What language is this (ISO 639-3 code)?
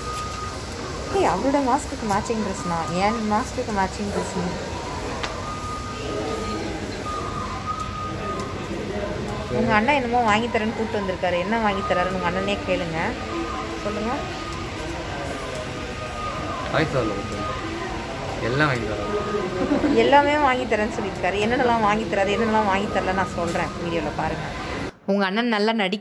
tam